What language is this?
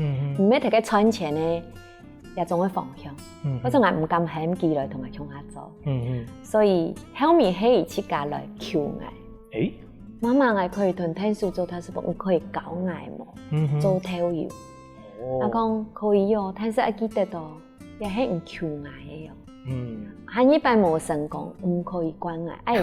Hakka Chinese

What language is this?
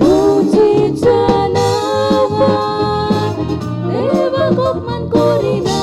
Konkani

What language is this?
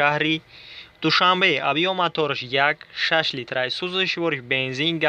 Tajik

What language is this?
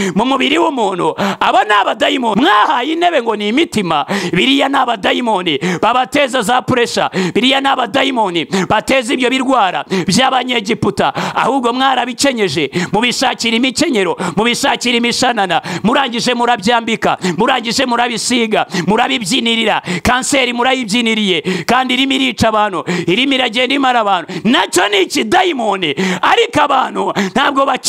Kinyarwanda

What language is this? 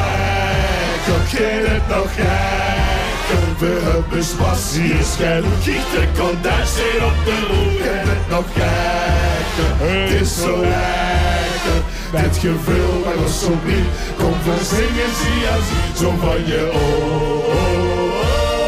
Limburgish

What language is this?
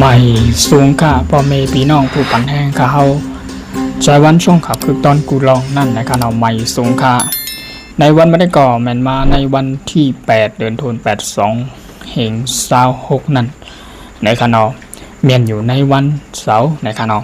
Shan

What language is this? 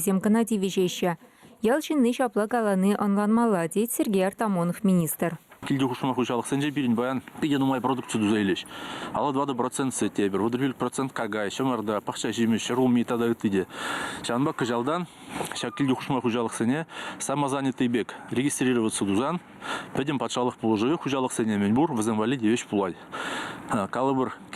Chuvash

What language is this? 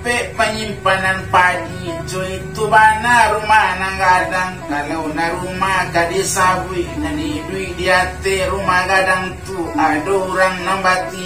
Minangkabau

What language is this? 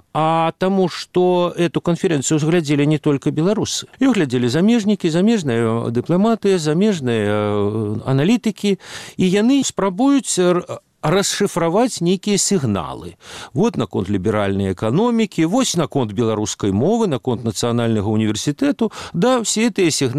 Belarusian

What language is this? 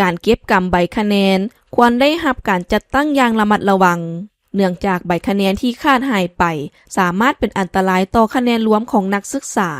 Lao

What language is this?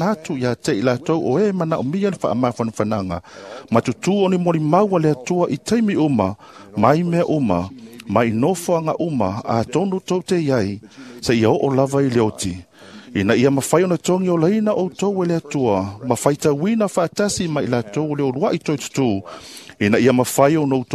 Samoan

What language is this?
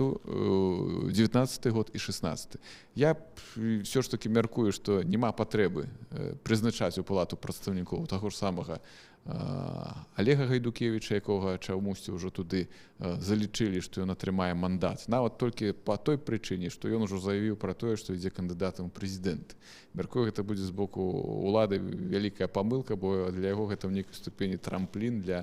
Belarusian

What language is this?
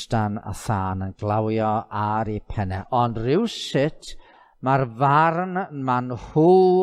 Welsh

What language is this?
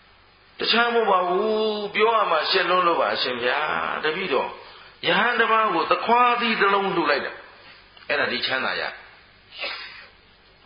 Burmese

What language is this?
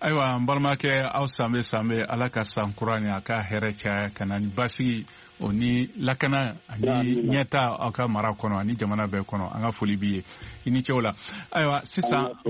Bambara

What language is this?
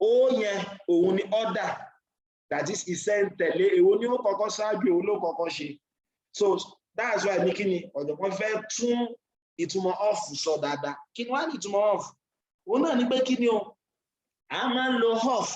Yoruba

